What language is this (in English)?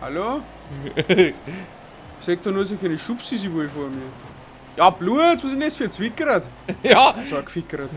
Bavarian